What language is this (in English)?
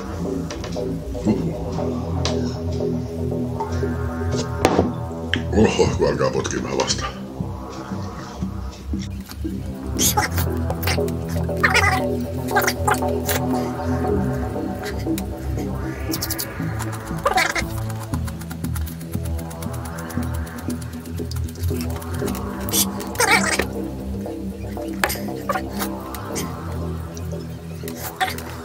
Finnish